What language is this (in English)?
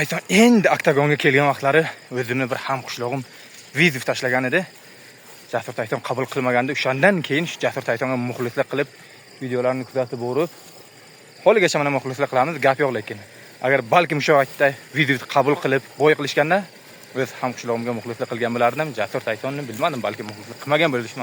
Uzbek